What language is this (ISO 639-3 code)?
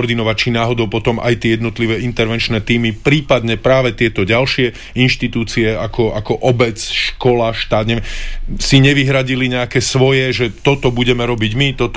slk